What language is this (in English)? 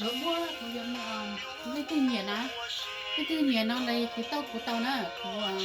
Hmong